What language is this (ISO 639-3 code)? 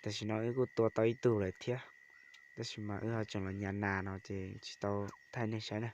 hmn